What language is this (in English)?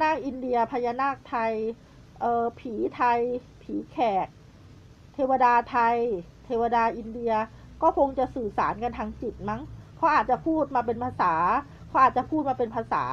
Thai